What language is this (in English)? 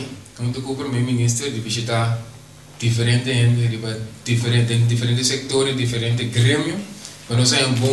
Papiamento